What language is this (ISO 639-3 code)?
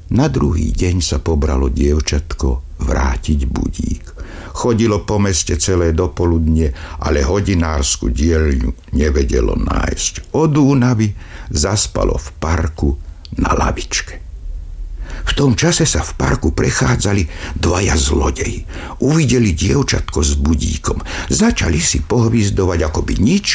slk